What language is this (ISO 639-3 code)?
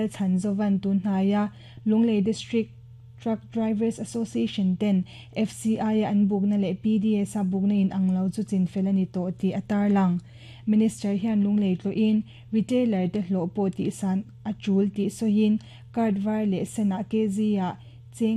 lus